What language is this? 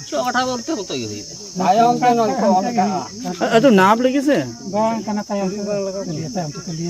Santali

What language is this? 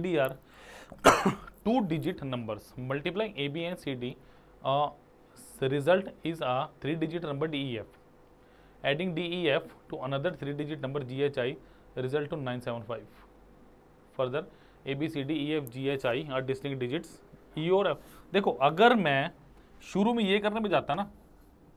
Hindi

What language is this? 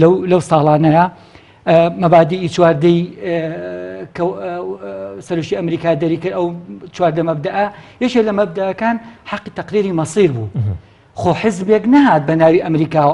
Central Kurdish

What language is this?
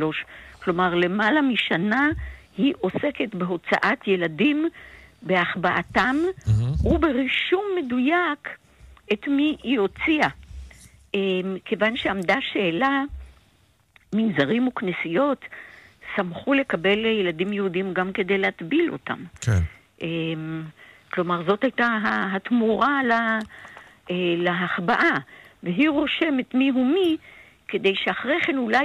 Hebrew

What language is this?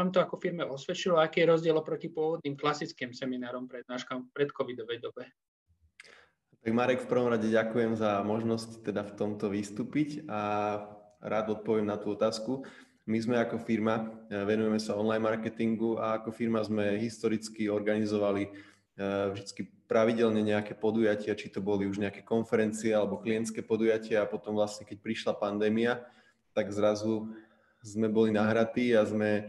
Slovak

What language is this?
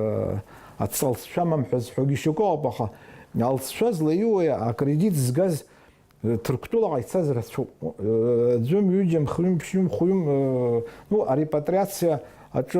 Abkhazian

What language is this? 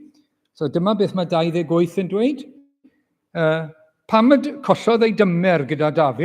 Welsh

